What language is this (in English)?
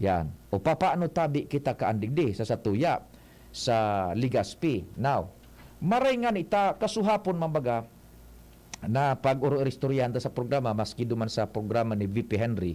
Bikol